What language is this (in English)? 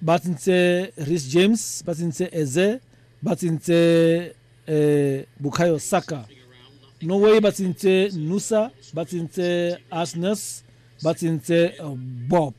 Tswana